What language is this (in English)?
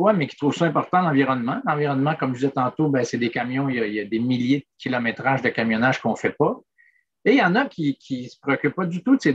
French